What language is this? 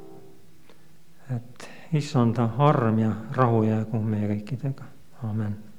Estonian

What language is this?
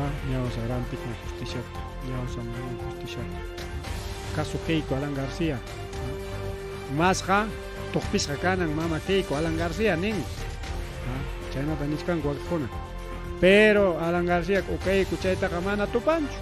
Ayacucho Quechua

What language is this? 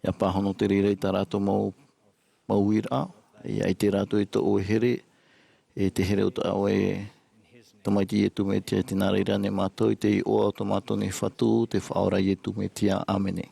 Tahitian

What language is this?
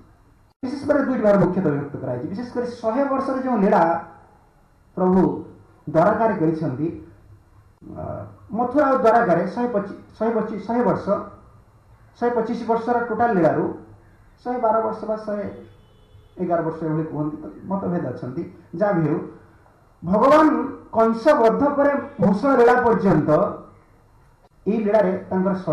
Odia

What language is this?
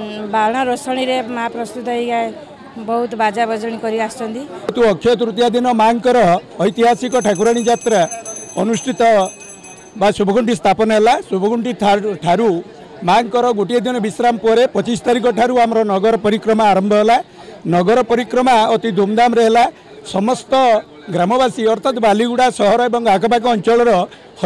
Odia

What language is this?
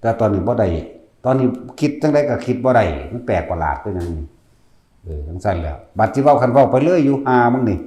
Northeastern Thai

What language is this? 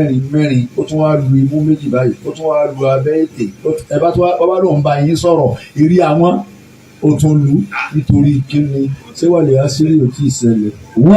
Yoruba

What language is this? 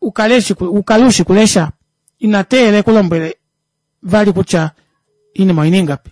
Kuanyama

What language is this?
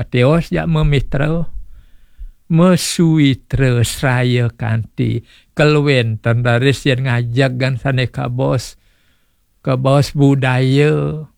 Balinese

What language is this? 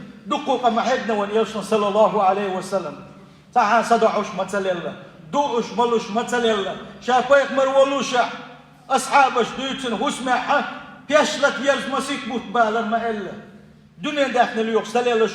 Chechen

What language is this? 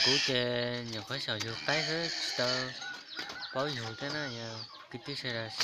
Hmong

